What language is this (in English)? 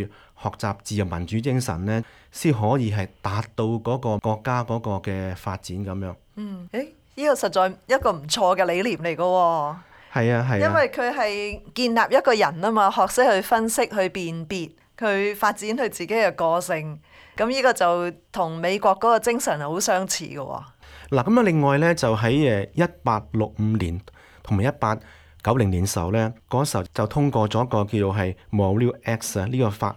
Cantonese